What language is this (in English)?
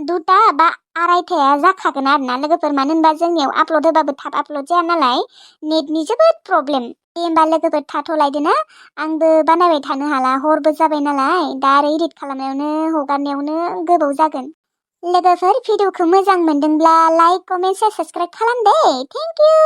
Bodo